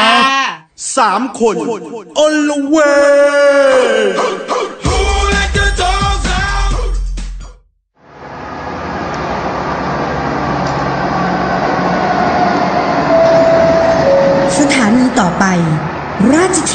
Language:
Thai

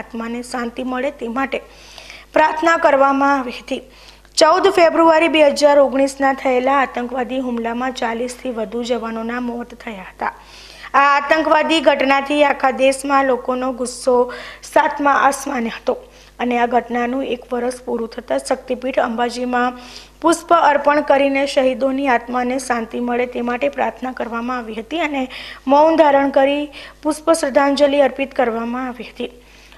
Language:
Gujarati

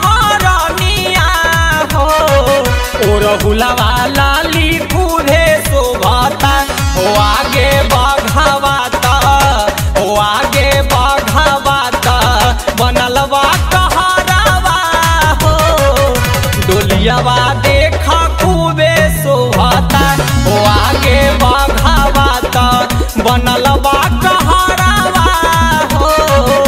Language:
Bhojpuri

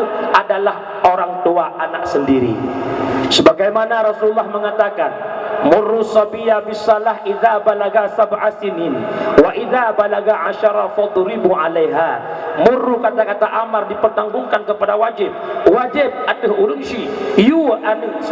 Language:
Achinese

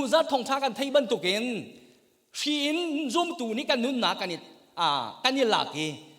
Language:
Hakha Chin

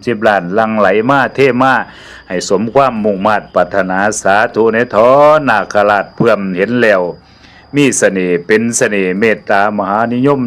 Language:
Lao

